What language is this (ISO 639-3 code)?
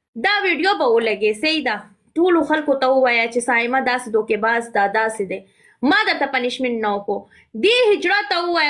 pus